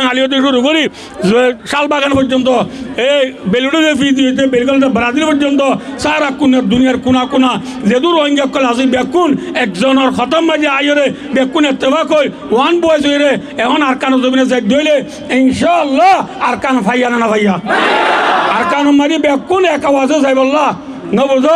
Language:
Rohingya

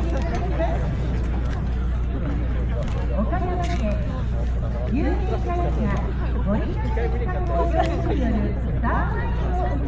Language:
Japanese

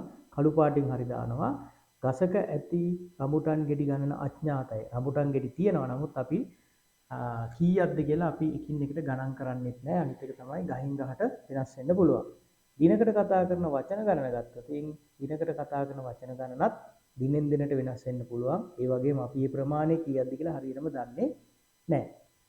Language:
Sinhala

